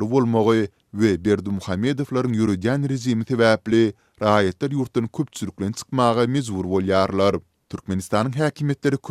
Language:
Turkmen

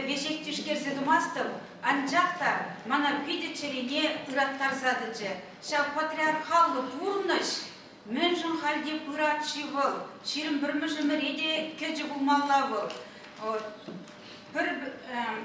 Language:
Chuvash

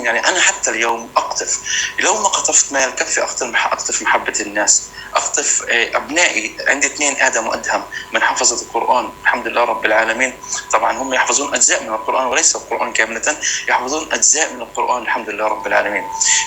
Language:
North Levantine Arabic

